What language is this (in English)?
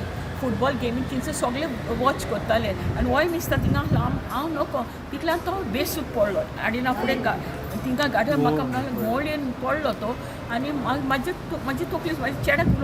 Konkani